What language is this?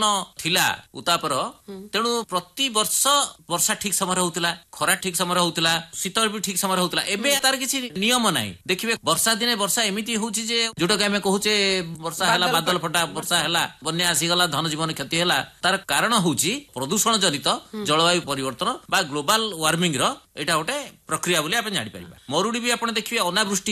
Odia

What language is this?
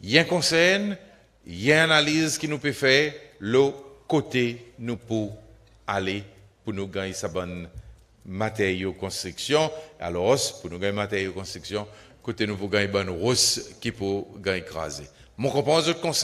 Seselwa Creole French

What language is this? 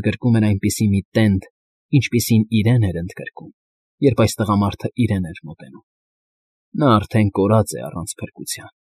Armenian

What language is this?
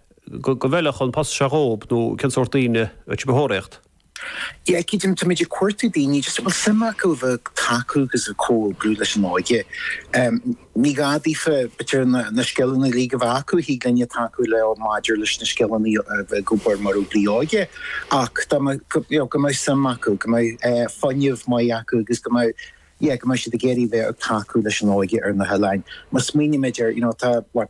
Irish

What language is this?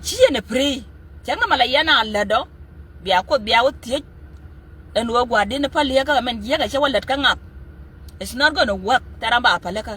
Nuer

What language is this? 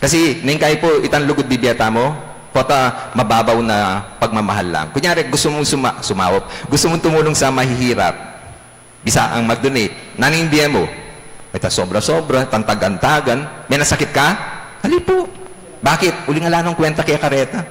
Pampanga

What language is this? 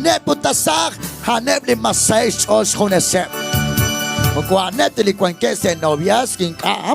Kekchí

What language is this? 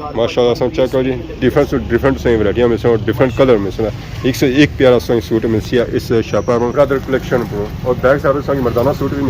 Pahari-Potwari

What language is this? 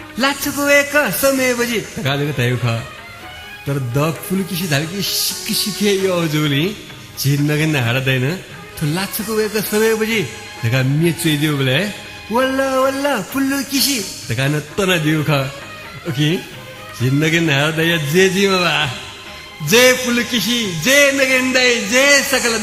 Newari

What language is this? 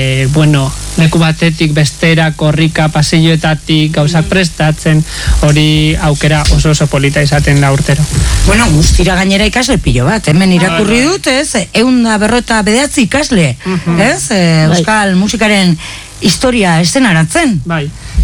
Basque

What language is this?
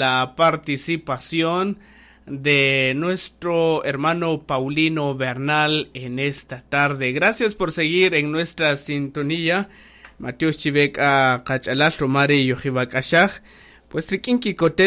Kaqchikel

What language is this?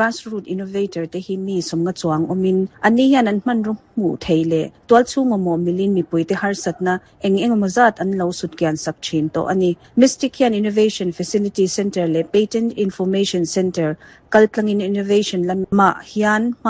Mizo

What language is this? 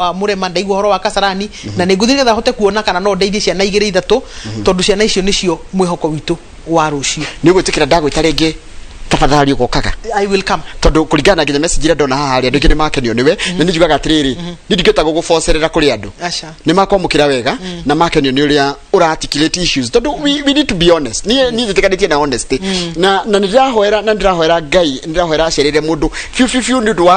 Kikuyu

